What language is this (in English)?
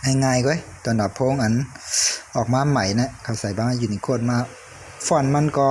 Shan